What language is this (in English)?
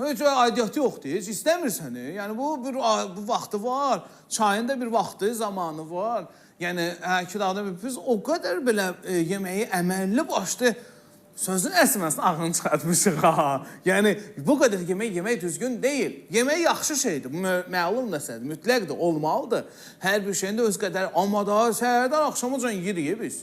Azerbaijani